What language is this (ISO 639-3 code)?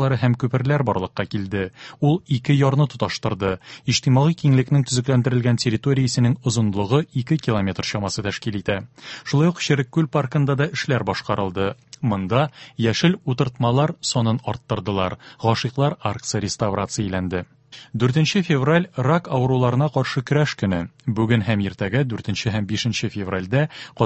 tat